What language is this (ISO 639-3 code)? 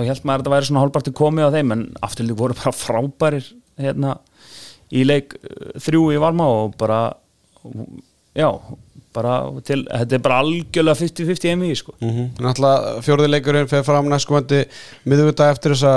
isl